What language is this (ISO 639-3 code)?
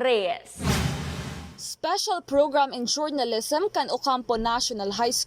bik